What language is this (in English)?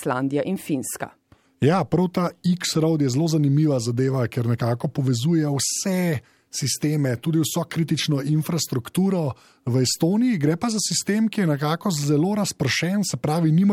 Slovenian